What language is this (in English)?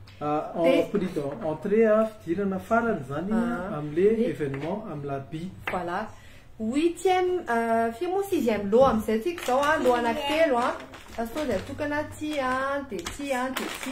Malagasy